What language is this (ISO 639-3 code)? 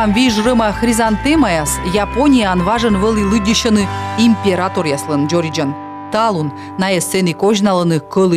kom